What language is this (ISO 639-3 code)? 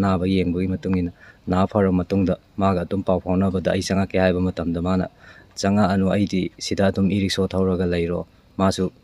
mni